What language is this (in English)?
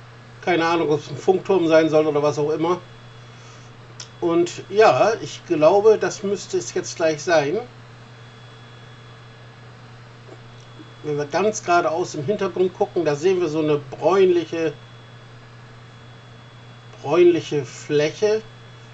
German